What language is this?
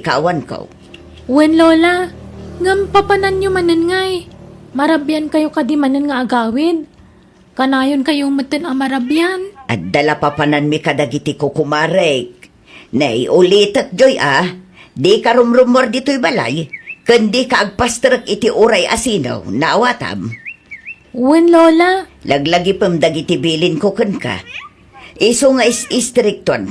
Iloko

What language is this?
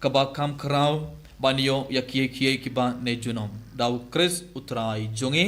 Khasi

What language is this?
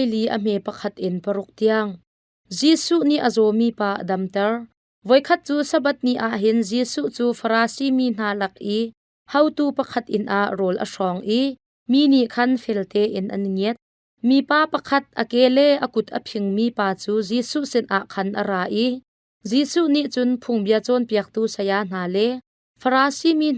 Hakha Chin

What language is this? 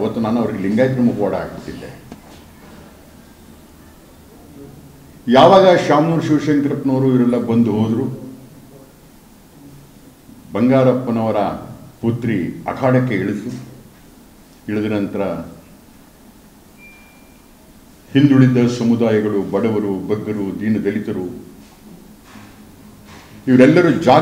Kannada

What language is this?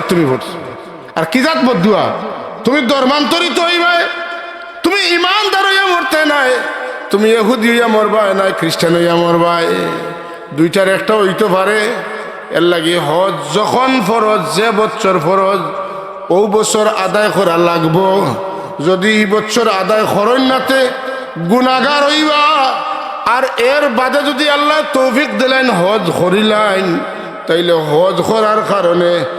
Sylheti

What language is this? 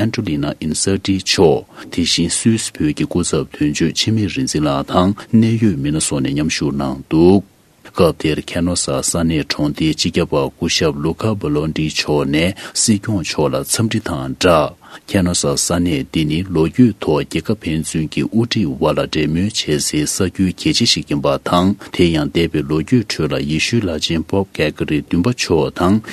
Tibetan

